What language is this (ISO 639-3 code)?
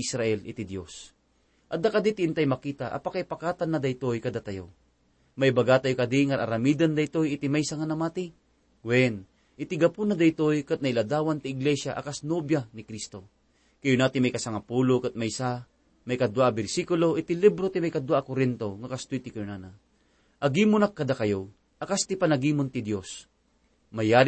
ilo